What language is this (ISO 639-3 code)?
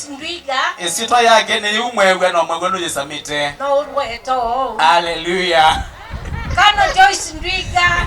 kam